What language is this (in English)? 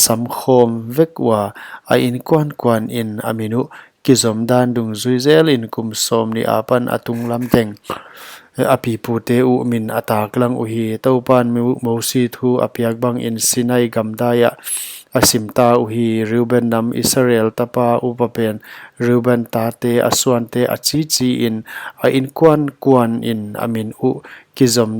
Paite Chin